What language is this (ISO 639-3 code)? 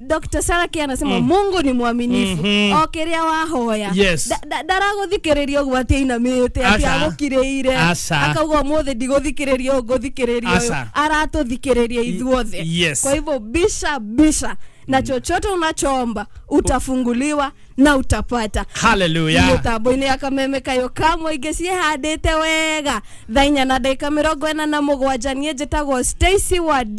kik